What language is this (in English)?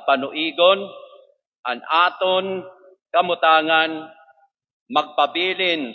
Waray